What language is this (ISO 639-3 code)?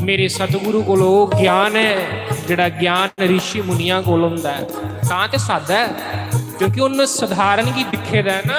doi